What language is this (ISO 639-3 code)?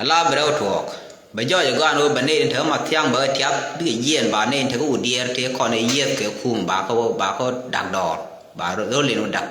nus